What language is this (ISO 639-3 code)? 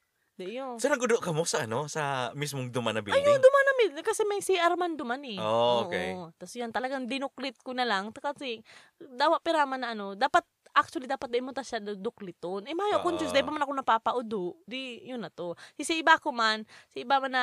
bik